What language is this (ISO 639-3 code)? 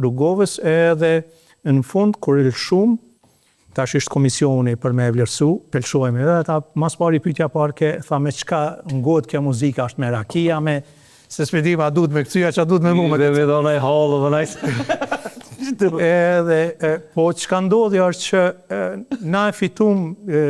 sqi